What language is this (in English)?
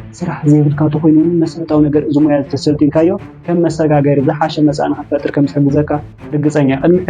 Tigrinya